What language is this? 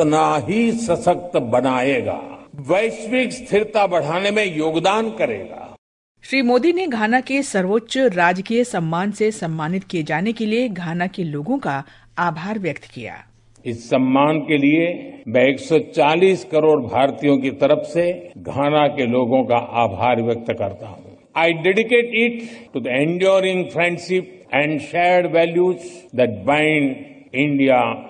Hindi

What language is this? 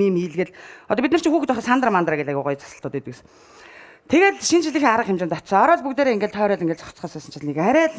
Mongolian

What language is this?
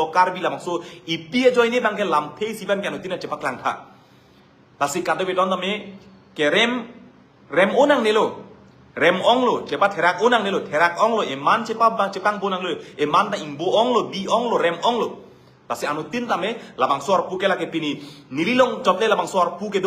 Karbi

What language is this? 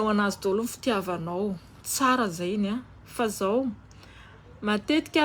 Malagasy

